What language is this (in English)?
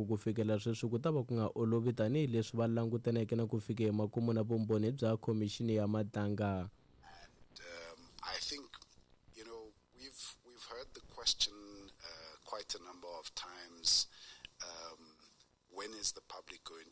Tsonga